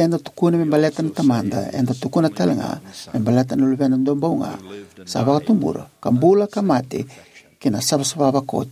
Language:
Fijian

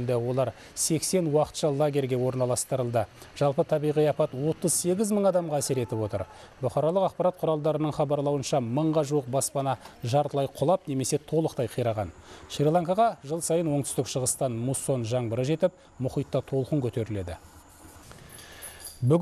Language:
Kazakh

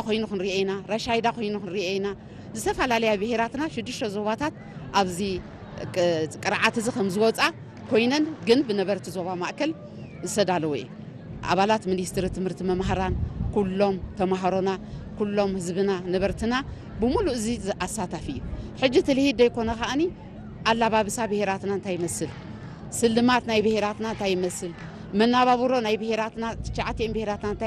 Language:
Tigrinya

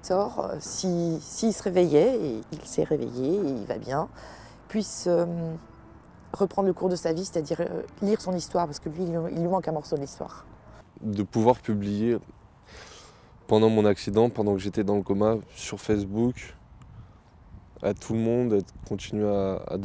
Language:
French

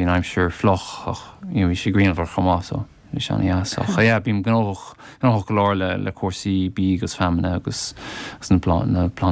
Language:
Irish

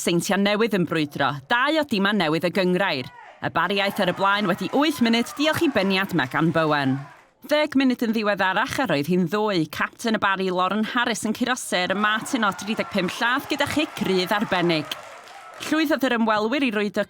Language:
Welsh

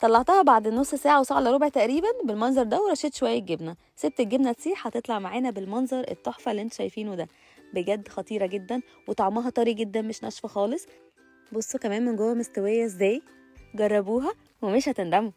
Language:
Egyptian Arabic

